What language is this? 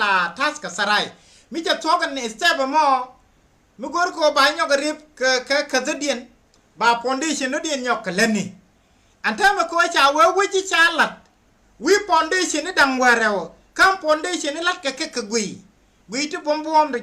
Nuer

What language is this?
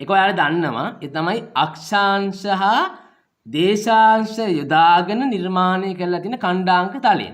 Sinhala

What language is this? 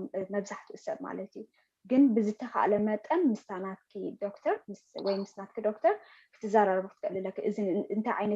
Tigrinya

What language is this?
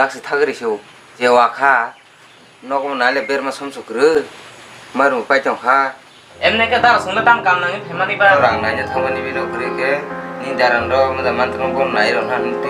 Kok Borok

